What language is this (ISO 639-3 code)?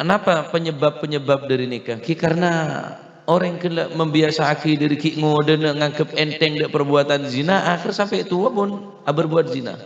mad